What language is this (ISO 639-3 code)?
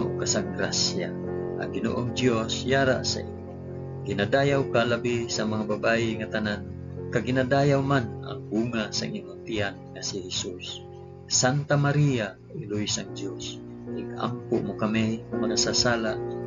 hil